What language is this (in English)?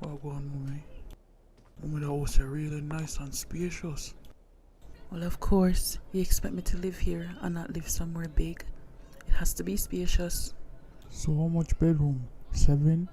Jamaican Creole English